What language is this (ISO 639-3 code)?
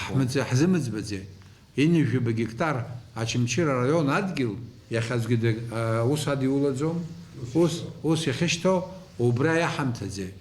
abk